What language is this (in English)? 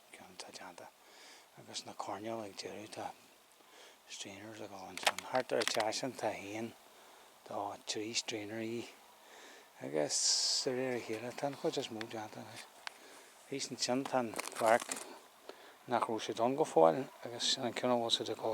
Irish